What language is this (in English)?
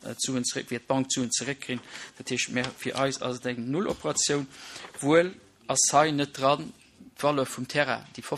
Luxembourgish